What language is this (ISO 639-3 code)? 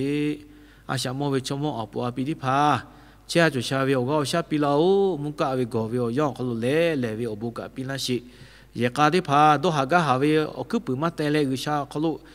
lhu